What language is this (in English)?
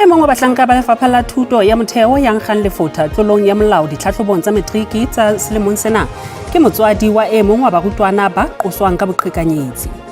Southern Sotho